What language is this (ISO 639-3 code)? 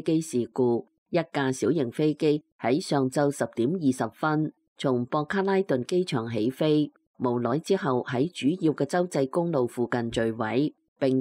yue